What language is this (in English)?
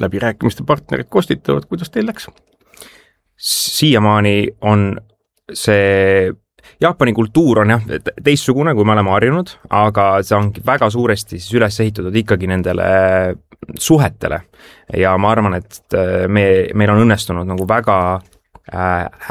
Estonian